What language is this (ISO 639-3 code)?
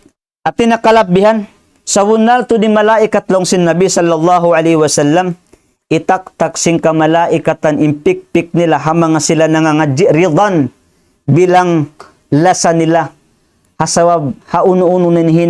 tsg